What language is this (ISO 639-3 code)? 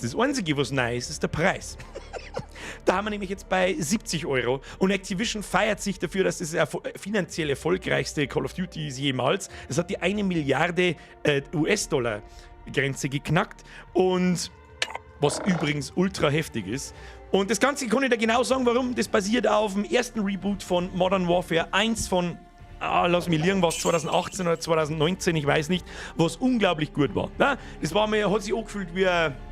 bar